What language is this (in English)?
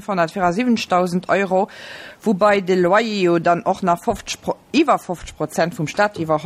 Luxembourgish